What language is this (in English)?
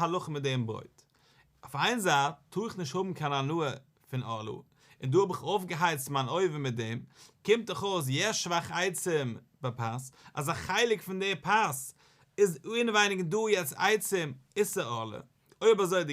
Yiddish